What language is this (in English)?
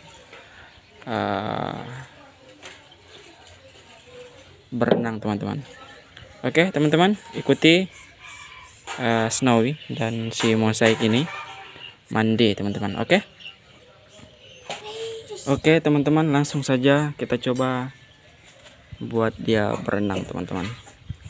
Indonesian